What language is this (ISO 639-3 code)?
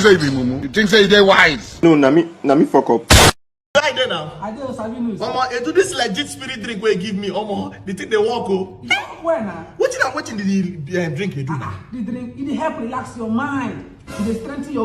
pcm